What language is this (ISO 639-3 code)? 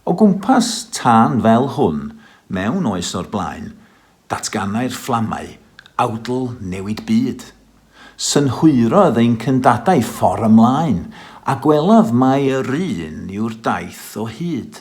cym